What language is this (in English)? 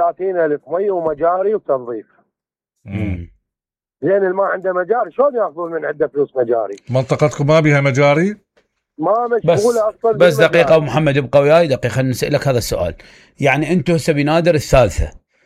Mesopotamian Arabic